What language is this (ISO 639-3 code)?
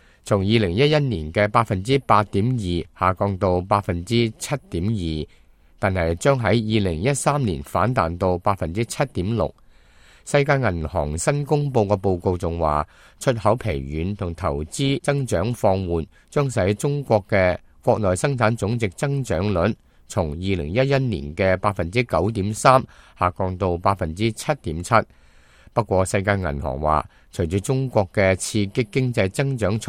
yue